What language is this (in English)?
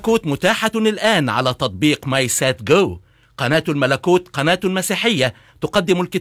Arabic